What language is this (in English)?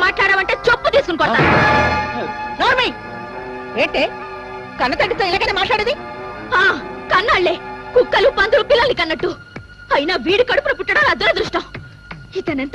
Telugu